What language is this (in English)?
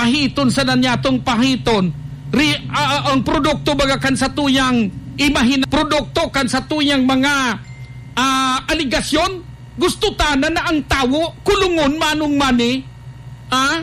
Bikol